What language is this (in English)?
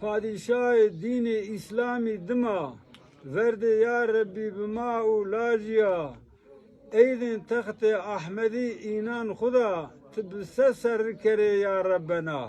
Zaza